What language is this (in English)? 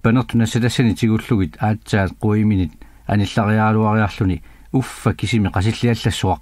Kalaallisut